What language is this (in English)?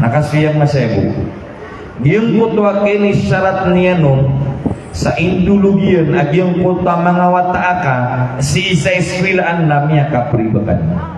Maranao